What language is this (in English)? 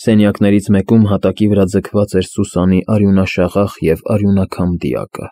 Armenian